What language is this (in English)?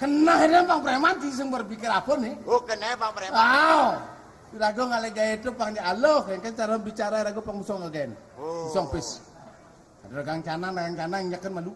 Balinese